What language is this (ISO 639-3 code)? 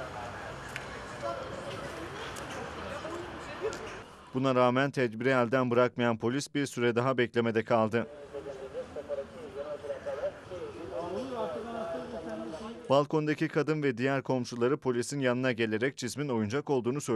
tur